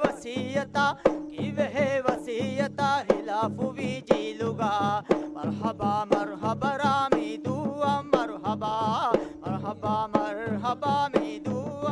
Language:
Divehi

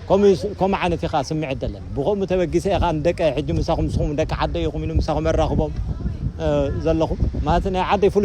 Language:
Tigrinya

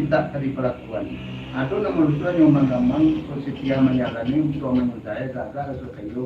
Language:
Minangkabau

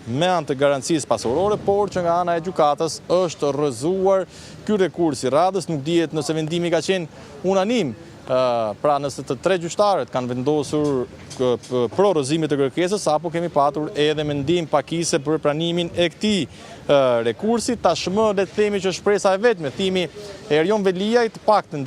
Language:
Albanian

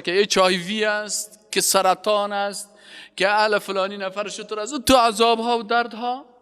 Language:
Persian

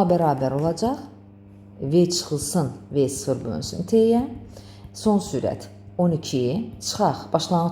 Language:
Azerbaijani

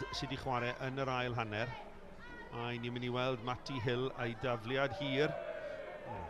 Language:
Welsh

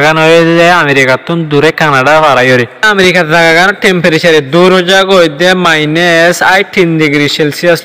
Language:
Rohingya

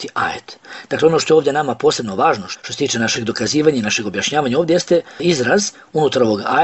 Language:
Bosnian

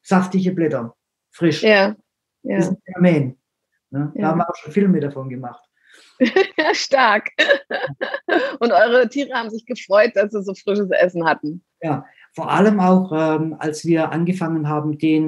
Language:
German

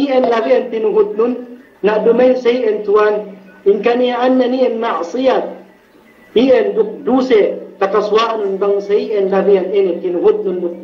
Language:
Yakan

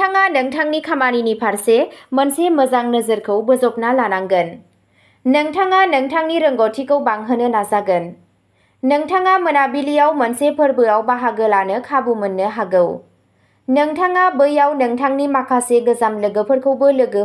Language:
Bodo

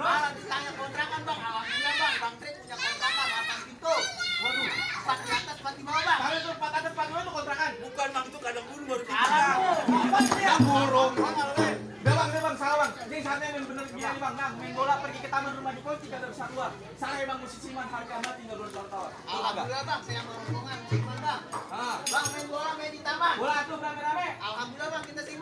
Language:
Betawi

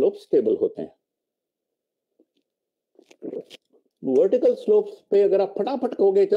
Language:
Hindi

